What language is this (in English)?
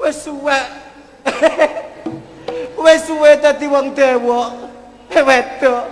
Javanese